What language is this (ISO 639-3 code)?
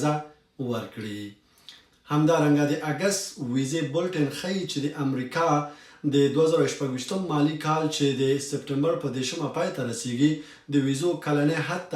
pus